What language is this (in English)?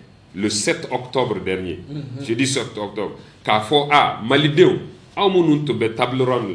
Bambara